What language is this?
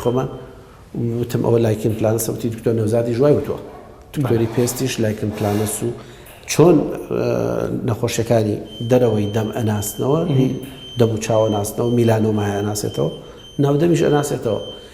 Central Kurdish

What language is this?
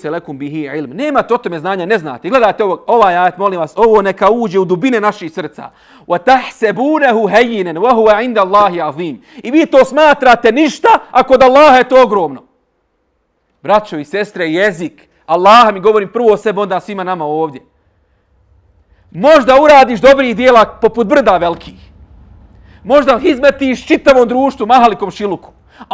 Bosnian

